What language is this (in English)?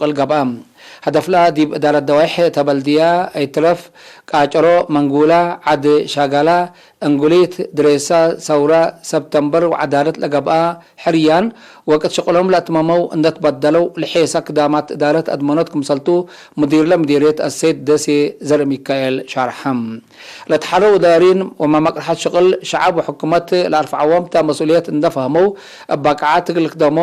Tigre